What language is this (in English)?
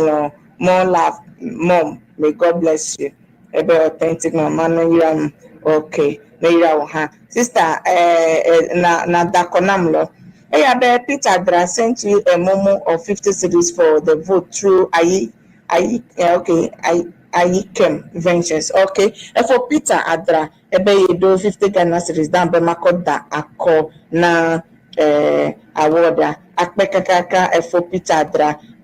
Ewe